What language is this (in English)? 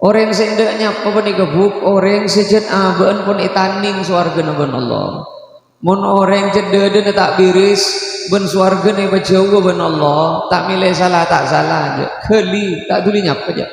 Madurese